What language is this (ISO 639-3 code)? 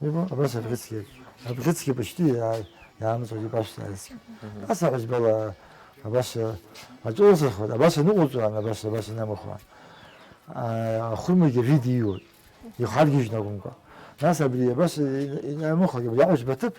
abk